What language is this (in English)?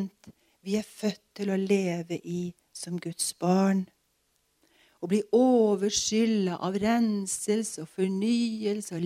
Norwegian